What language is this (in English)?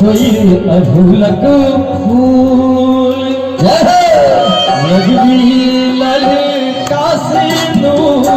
Maithili